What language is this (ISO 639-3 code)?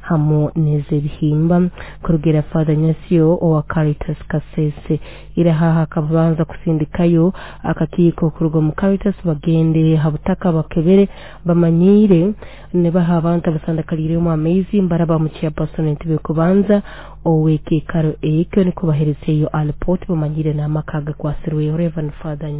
nyo